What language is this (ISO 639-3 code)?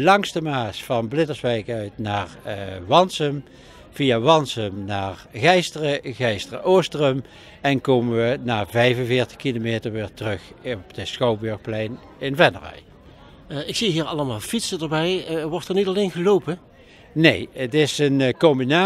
nld